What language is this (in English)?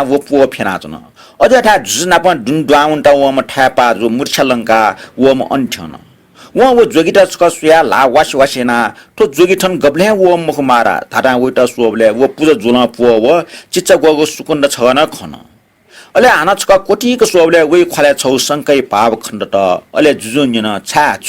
Newari